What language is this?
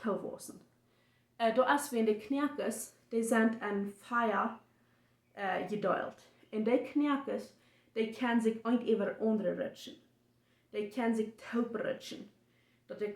Plautdietsch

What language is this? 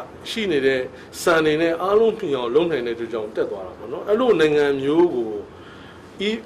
Burmese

